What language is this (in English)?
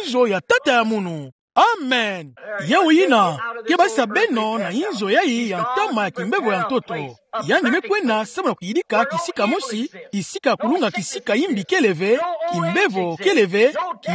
Kituba (Democratic Republic of Congo)